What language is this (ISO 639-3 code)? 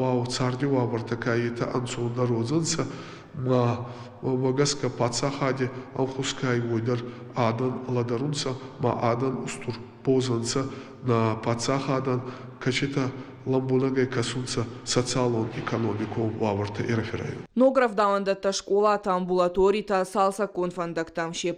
oss